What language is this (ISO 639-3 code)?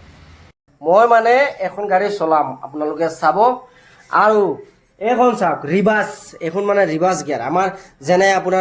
asm